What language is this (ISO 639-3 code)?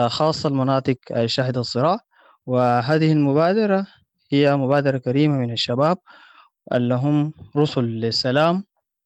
apd